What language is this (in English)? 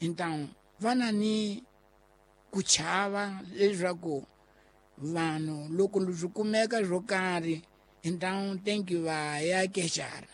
Tsonga